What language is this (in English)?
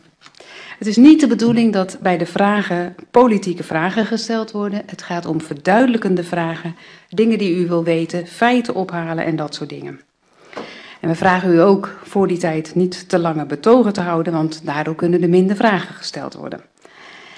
Dutch